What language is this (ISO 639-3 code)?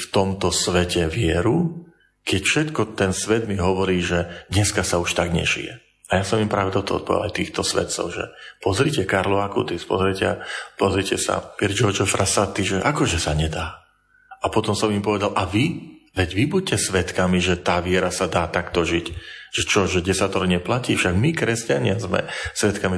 slk